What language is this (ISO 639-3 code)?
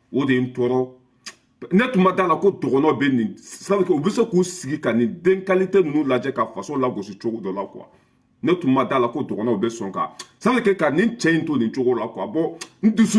bam